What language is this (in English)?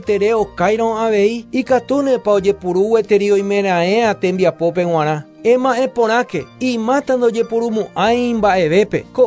Guarani